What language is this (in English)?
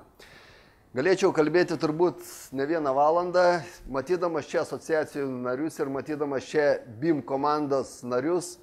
Lithuanian